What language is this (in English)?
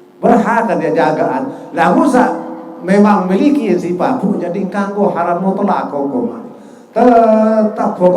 Sasak